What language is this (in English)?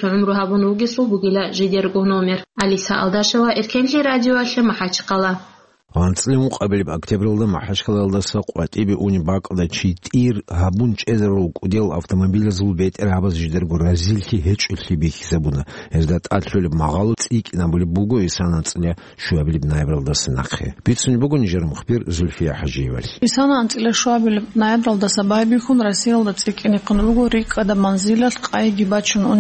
Avaric